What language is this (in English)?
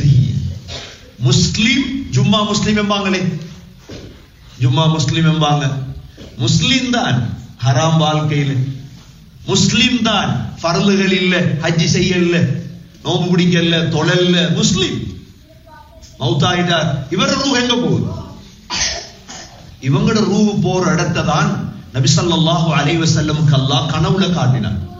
Tamil